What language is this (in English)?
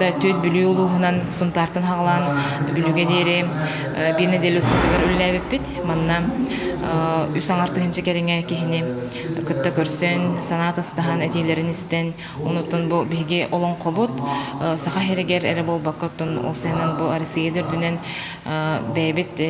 Yakut